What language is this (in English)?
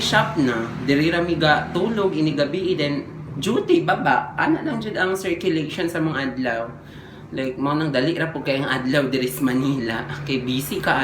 Cebuano